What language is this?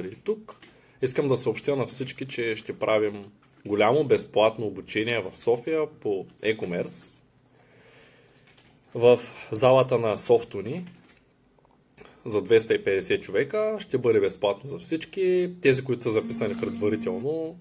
Bulgarian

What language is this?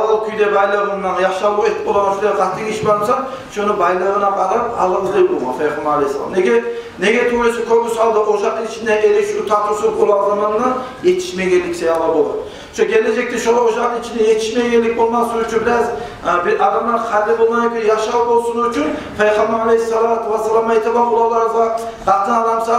Kumyk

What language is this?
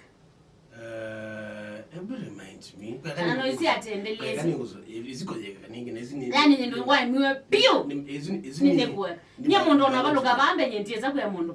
Kamba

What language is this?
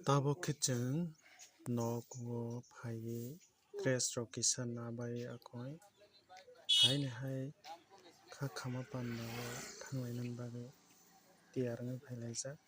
Kok Borok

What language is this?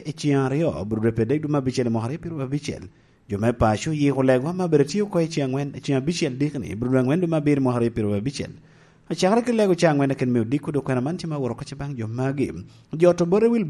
Lango (Uganda)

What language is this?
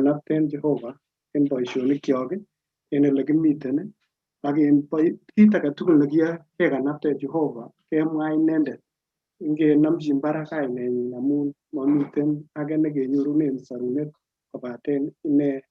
Kalenjin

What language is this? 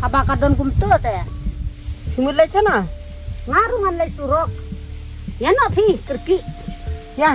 Khasi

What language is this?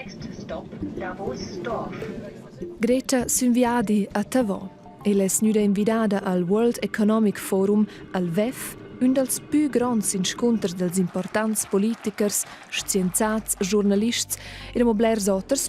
Romansh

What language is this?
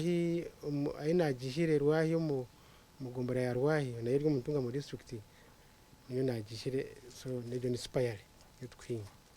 Nyankole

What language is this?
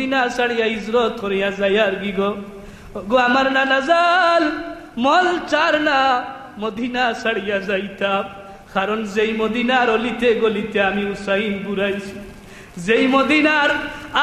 Sylheti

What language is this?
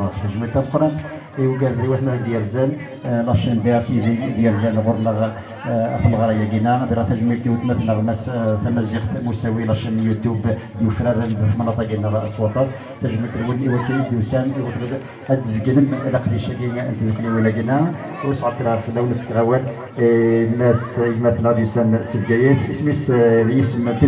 Kabyle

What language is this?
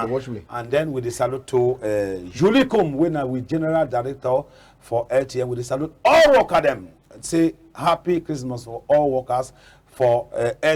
Cameroon Pidgin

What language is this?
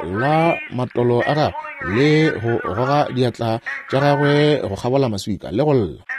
Northern Sotho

